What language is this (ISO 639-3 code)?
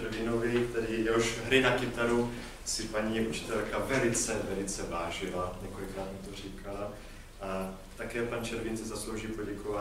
ces